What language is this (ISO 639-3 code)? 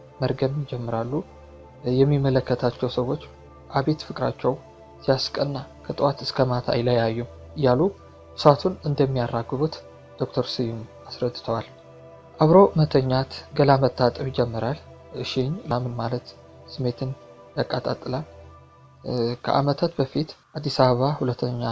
amh